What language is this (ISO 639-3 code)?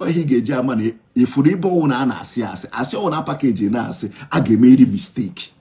ibo